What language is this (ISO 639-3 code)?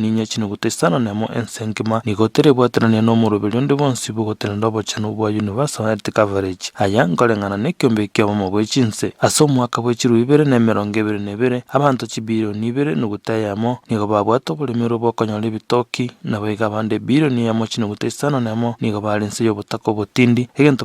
guz